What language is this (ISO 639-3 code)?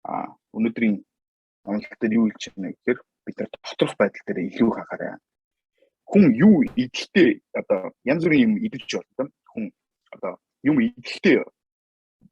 mon